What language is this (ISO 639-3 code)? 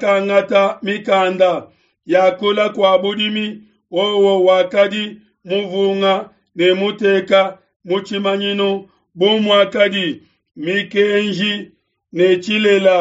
lua